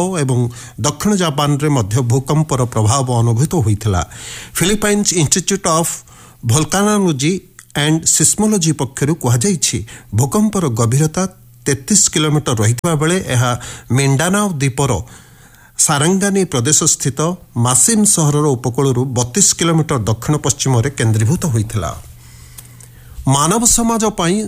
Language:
Odia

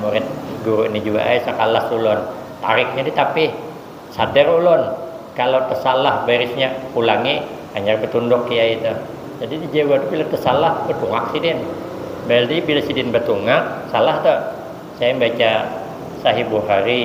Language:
Banjar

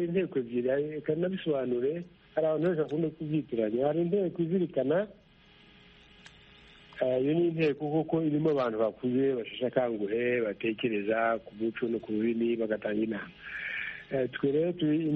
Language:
Kinyarwanda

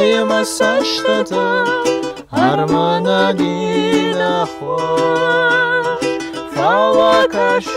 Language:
Ossetic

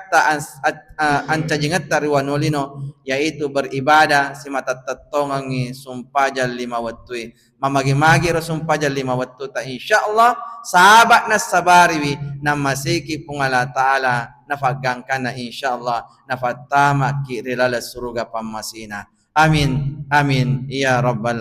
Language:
Buginese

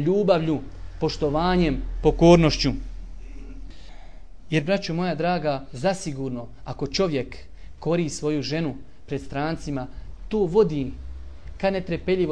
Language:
Bosnian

